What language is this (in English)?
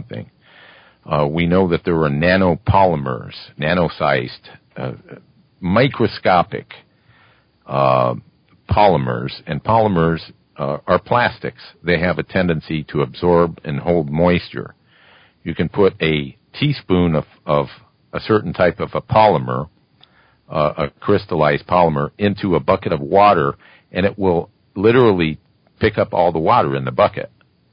English